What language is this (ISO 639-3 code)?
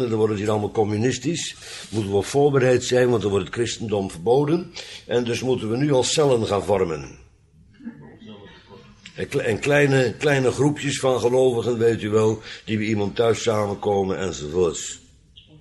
nld